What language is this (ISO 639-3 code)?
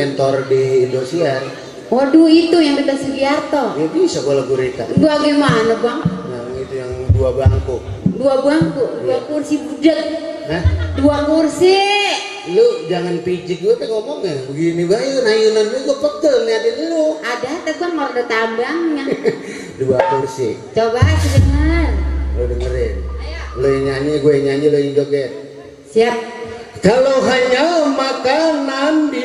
bew